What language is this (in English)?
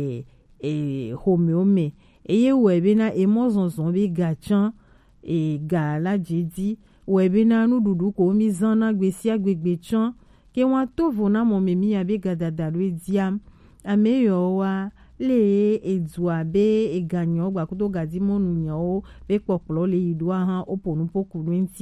Gen